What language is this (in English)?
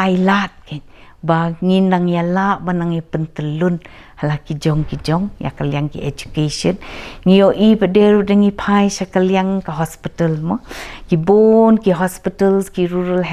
Khasi